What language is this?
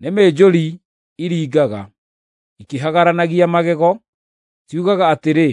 Kikuyu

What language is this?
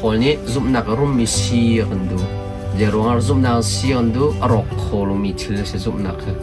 Hakha Chin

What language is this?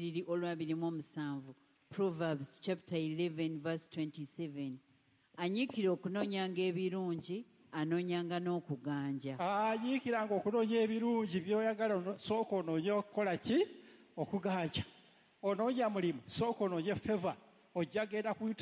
Ganda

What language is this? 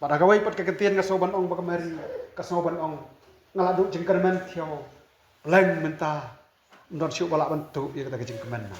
Khasi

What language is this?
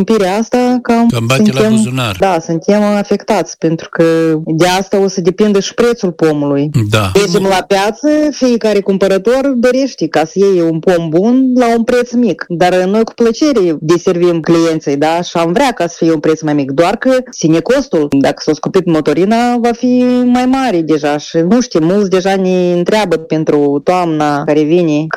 Romanian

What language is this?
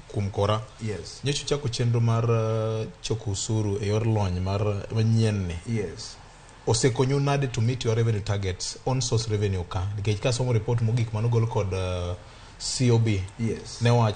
Luo (Kenya and Tanzania)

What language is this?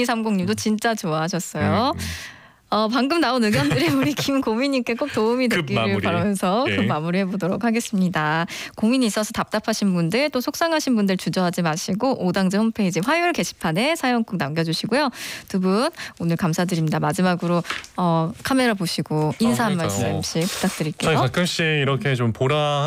Korean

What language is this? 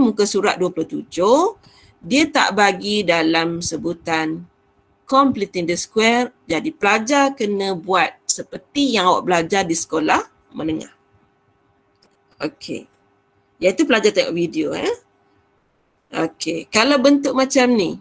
Malay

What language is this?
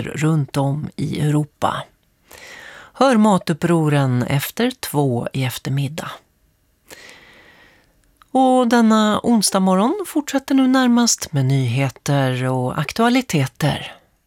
Swedish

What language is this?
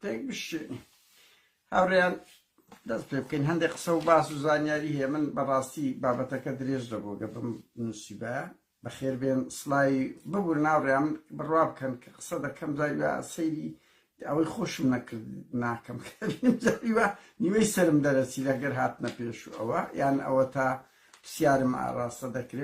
Central Kurdish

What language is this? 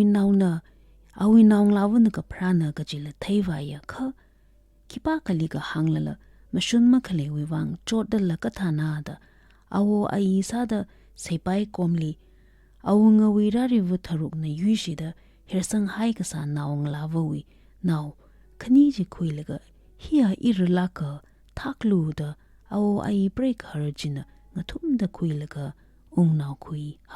Tangkhul Naga (India)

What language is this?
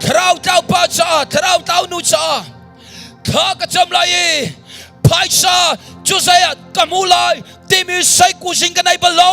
Hakha Chin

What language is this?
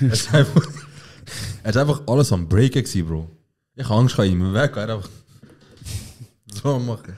Swiss German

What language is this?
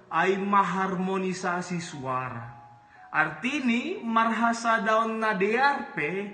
Batak Simalungun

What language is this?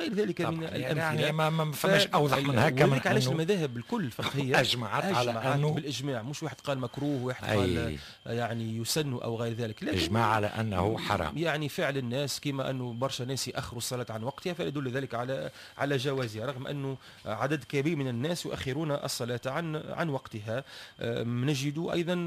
Tunisian Arabic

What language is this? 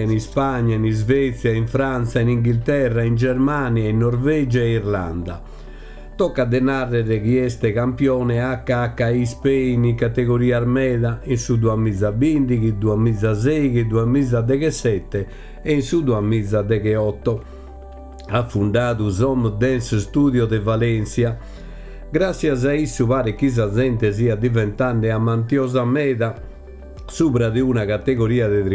Sardinian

